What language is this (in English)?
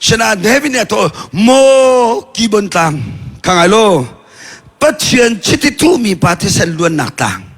Hakha Chin